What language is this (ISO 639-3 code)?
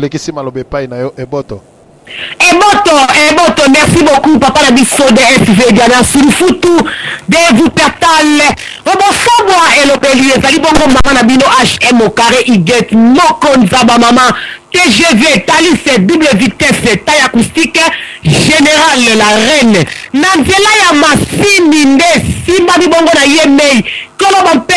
lin